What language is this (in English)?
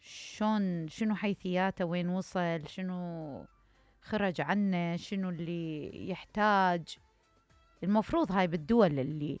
Mesopotamian Arabic